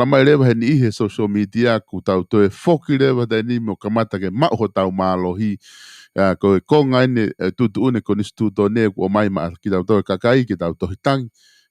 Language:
Tongan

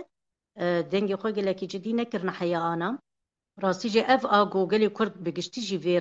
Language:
Kurdish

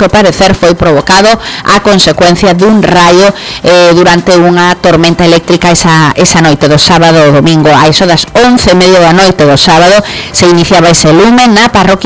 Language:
Galician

